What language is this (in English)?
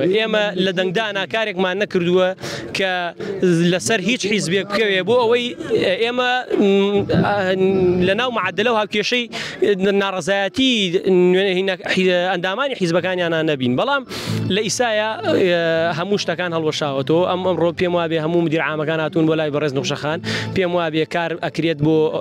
Central Kurdish